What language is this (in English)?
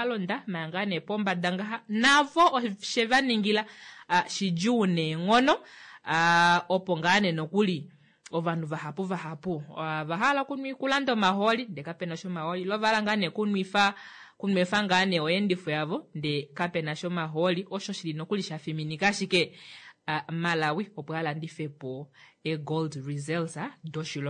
Kuanyama